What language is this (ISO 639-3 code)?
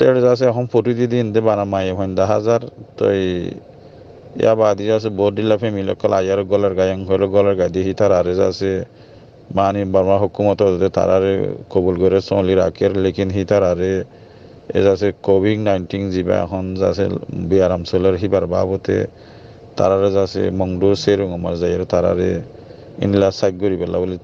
rhg